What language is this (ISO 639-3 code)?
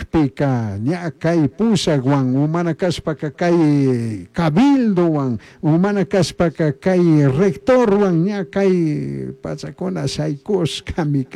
qug